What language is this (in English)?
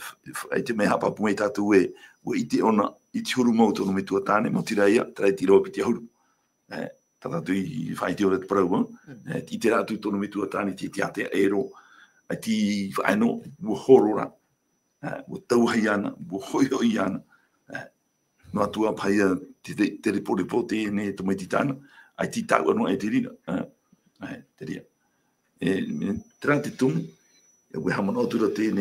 Tahitian